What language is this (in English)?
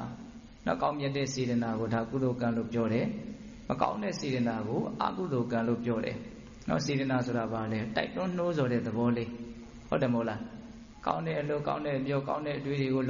Burmese